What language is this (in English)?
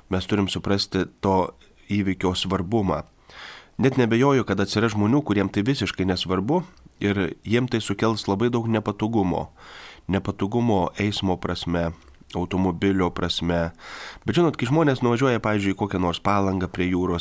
Lithuanian